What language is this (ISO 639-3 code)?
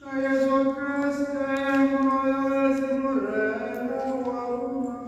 tsn